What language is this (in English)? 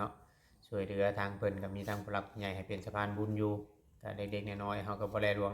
Lao